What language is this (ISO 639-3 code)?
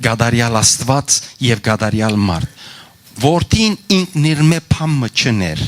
hyw